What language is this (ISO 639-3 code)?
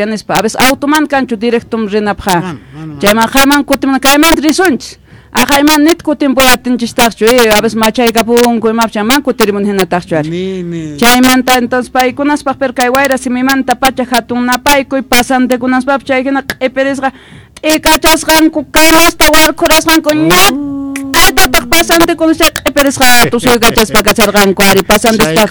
quh